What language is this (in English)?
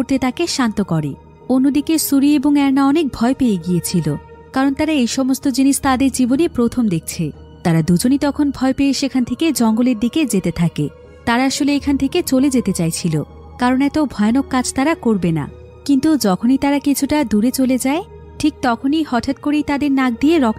Bangla